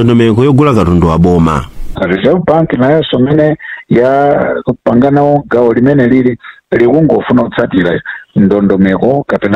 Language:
Nyanja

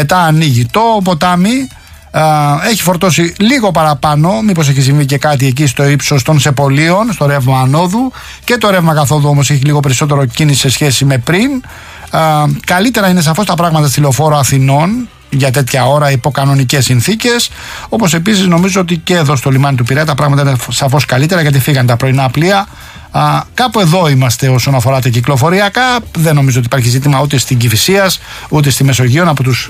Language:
Greek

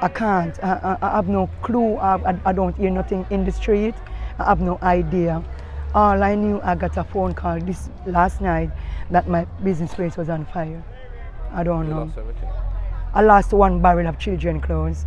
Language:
Jamaican Creole English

